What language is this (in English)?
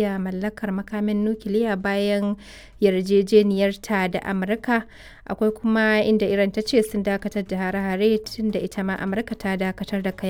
Hausa